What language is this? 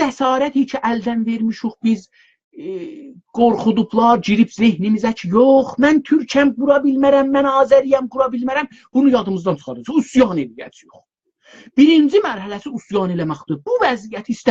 South Azerbaijani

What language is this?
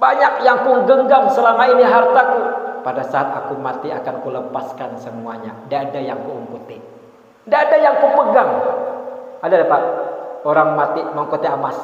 Banjar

